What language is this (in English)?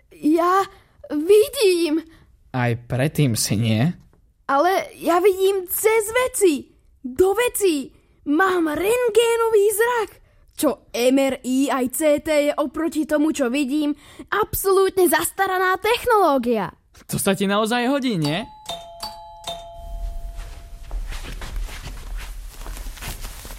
Slovak